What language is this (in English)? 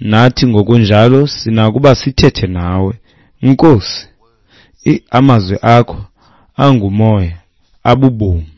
Xhosa